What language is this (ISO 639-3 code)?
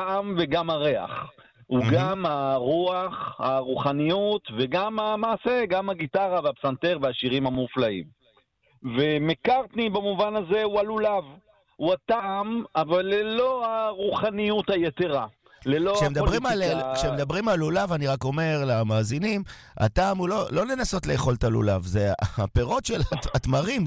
heb